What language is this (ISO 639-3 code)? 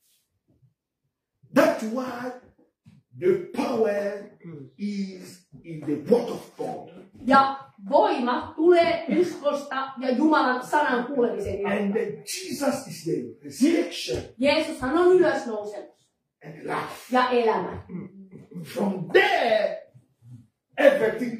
fin